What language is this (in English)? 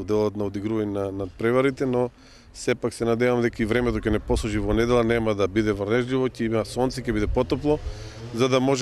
Macedonian